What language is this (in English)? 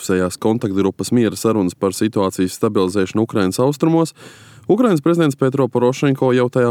Latvian